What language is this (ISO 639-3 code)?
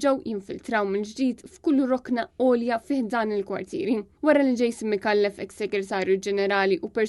mlt